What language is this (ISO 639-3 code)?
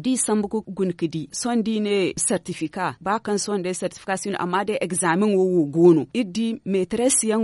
dje